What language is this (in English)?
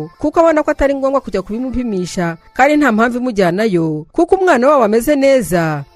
Kinyarwanda